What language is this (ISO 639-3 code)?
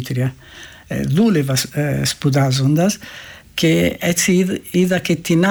ell